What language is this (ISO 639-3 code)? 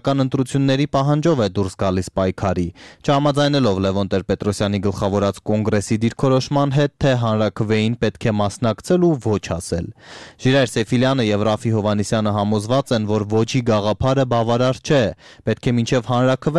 hye